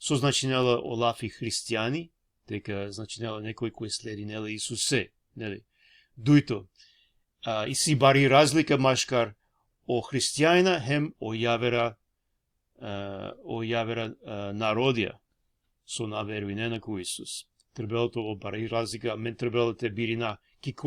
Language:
Balkan Romani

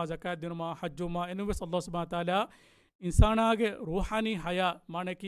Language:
Divehi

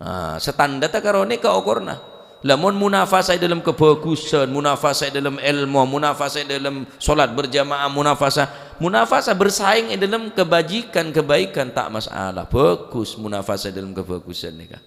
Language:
Madurese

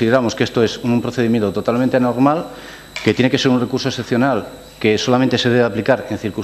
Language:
Spanish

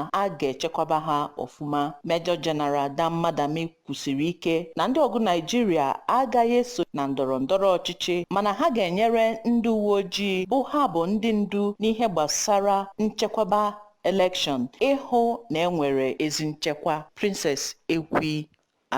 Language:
Igbo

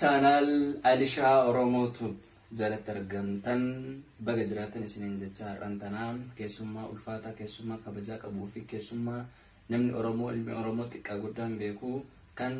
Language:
Oromo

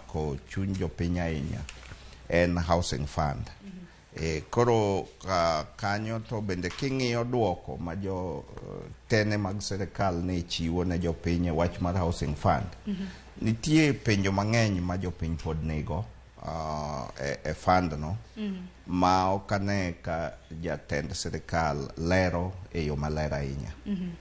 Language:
Luo (Kenya and Tanzania)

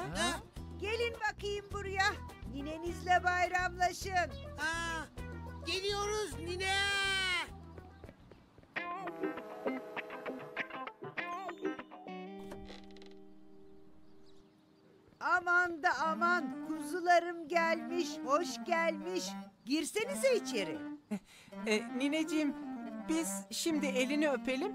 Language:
Turkish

